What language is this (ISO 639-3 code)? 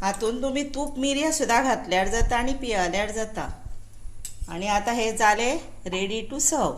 kok